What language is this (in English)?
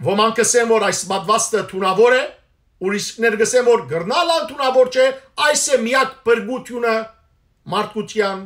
Western Armenian